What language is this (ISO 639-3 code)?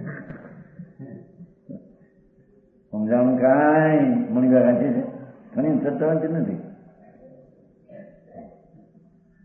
guj